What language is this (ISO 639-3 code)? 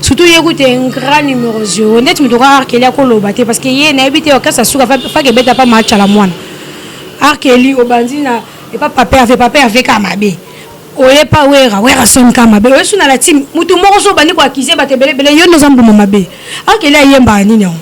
lin